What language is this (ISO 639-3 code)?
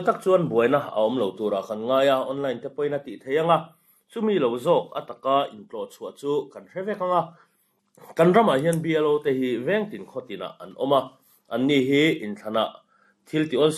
lus